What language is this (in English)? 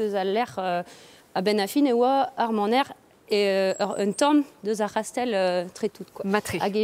Breton